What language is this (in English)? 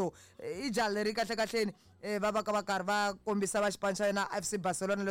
Tsonga